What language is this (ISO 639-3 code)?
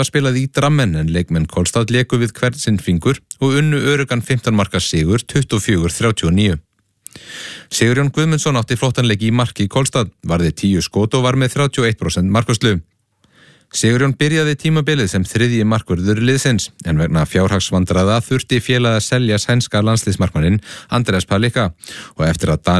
isl